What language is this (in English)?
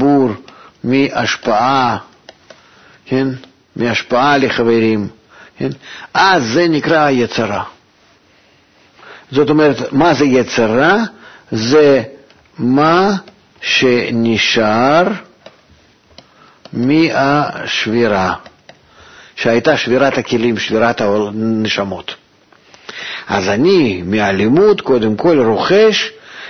Hebrew